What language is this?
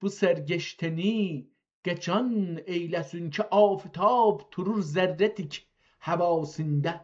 South Azerbaijani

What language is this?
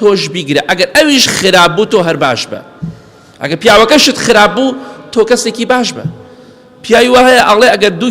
Central Kurdish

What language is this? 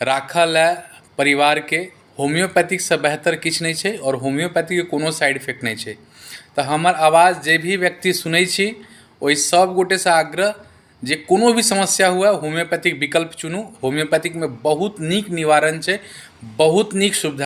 Maithili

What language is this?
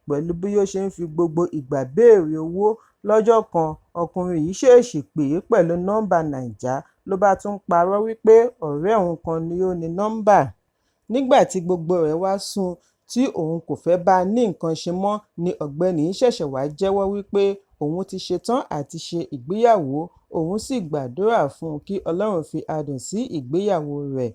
Yoruba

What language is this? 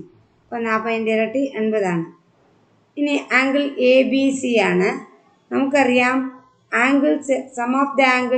Malayalam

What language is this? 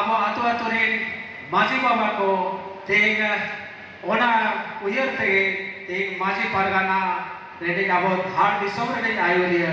Santali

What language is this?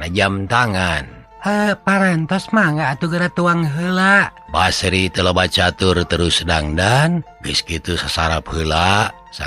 Sundanese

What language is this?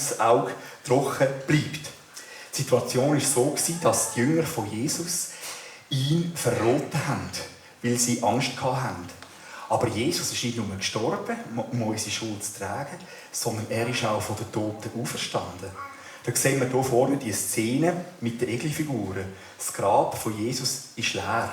Swiss German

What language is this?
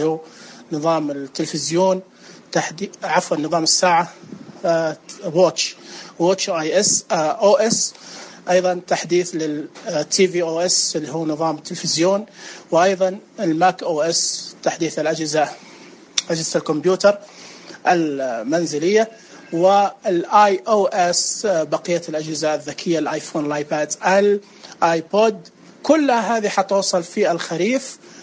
Najdi Arabic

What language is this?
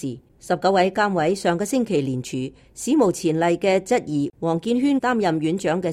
Cantonese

